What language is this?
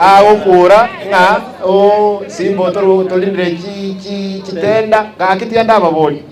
Gusii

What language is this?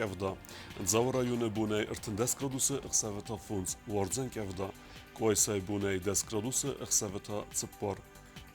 Ossetic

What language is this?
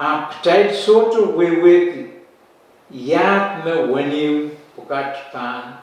Pohnpeian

